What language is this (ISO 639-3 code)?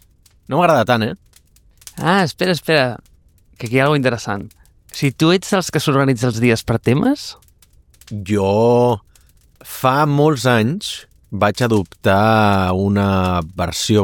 cat